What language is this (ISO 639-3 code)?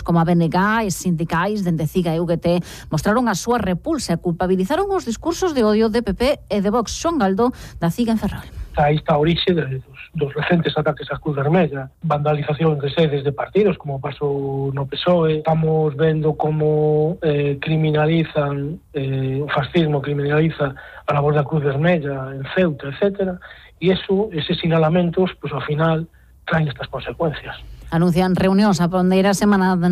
glg